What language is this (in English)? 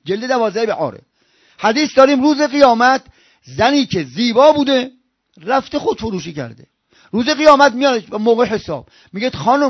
Persian